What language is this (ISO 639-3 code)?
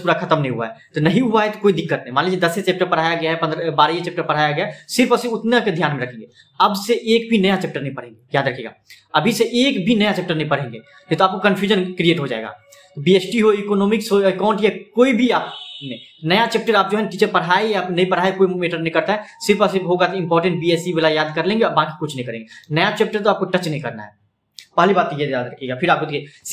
hin